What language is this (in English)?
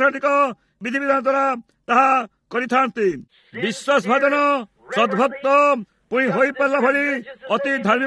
Odia